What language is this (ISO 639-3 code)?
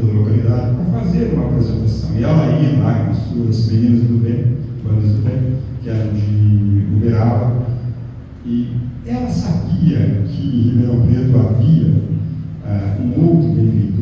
por